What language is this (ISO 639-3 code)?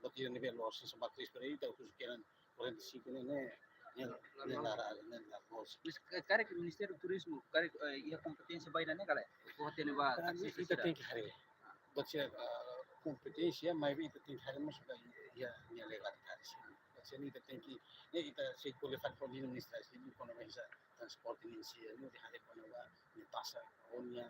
tet